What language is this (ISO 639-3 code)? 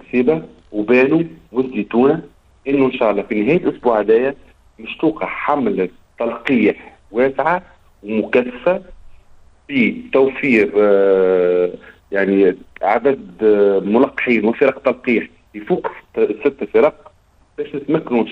aeb